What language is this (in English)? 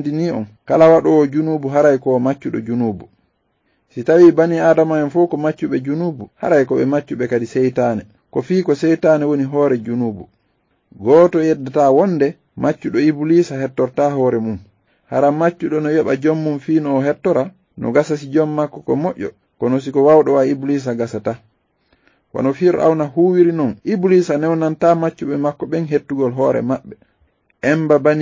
Fula